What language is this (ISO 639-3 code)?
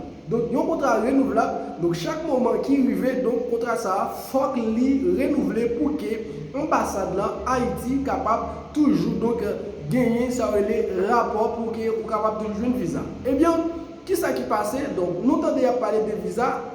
hat